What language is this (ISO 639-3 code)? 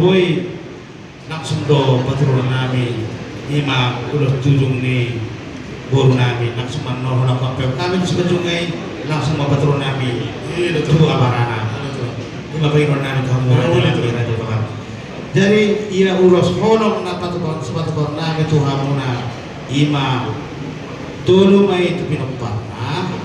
bbc